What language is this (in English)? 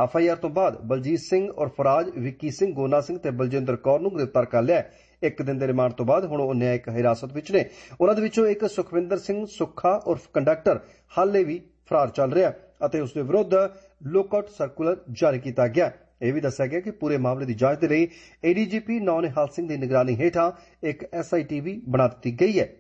Punjabi